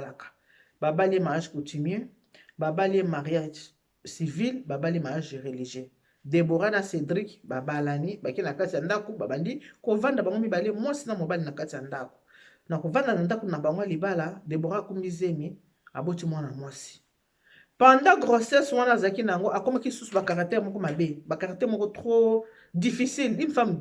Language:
Lingala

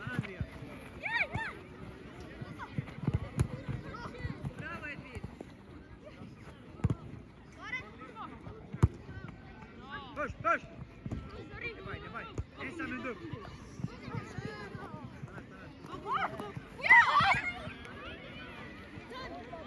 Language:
Swedish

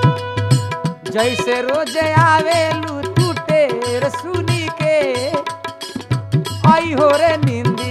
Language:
Bhojpuri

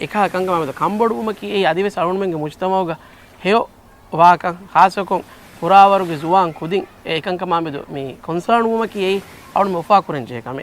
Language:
Divehi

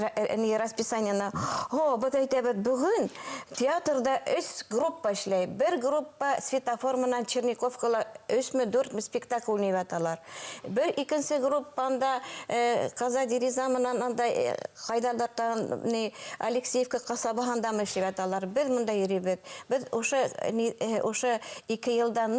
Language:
Bashkir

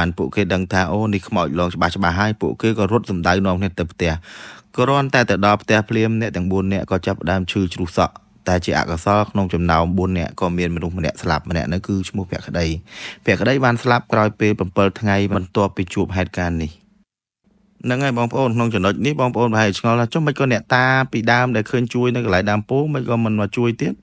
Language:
Khmer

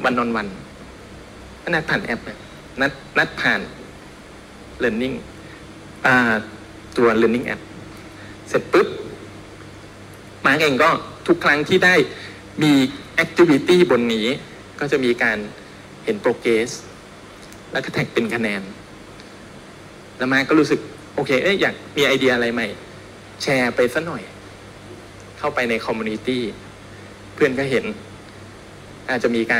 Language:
Thai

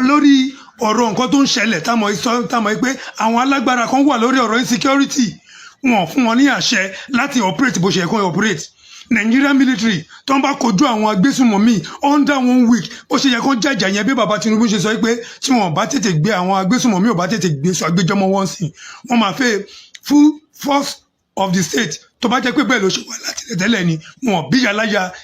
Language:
Yoruba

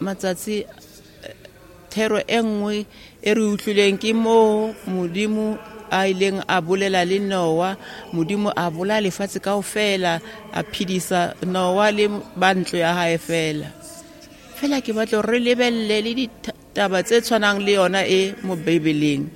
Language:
Southern Sotho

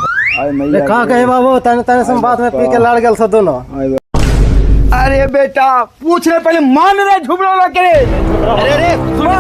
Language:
Magahi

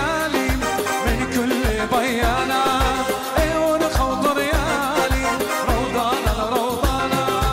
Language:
Persian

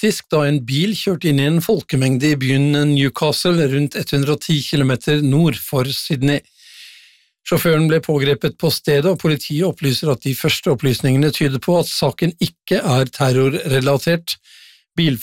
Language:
Norwegian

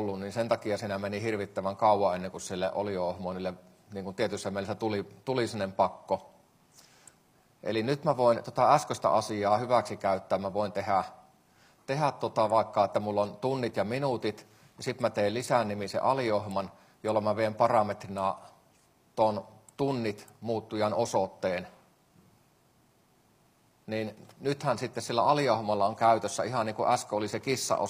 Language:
Finnish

